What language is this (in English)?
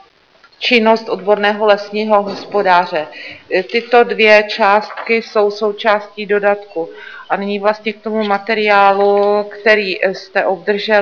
Czech